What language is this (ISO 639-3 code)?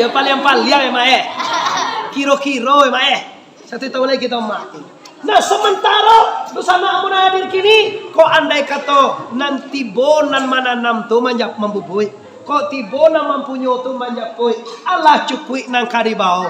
min